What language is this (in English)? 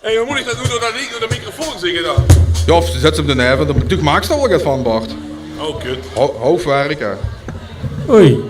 Limburgish